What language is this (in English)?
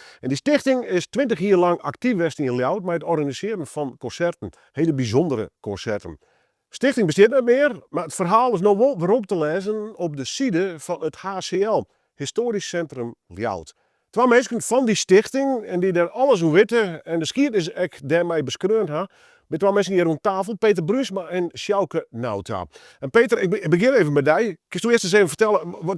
Western Frisian